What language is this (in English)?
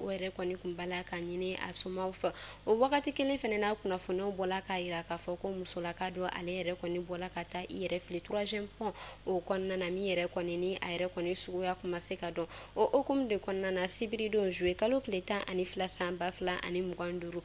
Bambara